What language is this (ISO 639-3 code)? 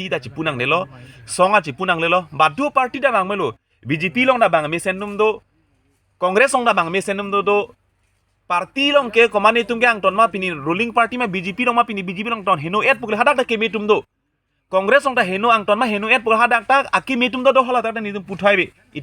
mjw